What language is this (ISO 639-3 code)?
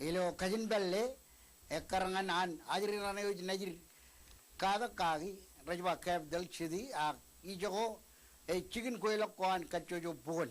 mah